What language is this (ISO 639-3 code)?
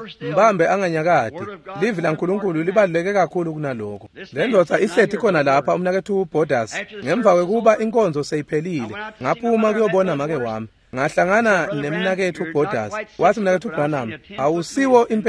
ssw